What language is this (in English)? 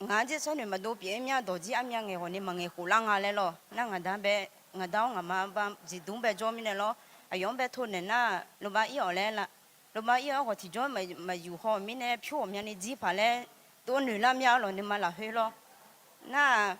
Akha